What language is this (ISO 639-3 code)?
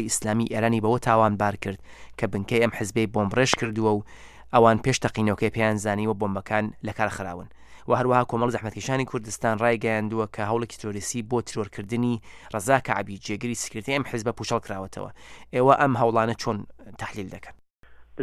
ckb